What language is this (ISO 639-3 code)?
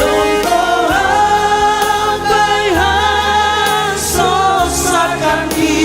bts